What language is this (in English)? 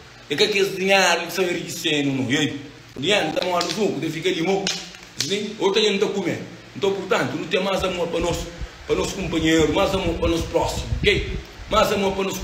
Kabuverdianu